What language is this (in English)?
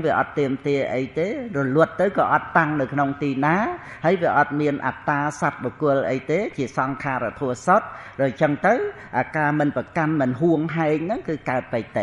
Khmer